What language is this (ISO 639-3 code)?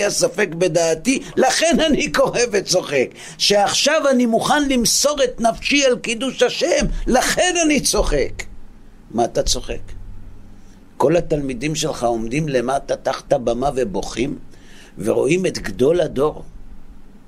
heb